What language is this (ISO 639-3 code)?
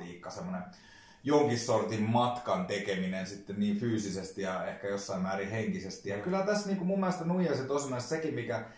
fin